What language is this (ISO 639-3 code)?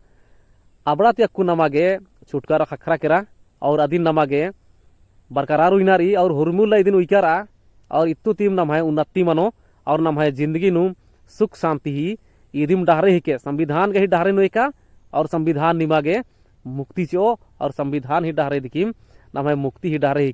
kru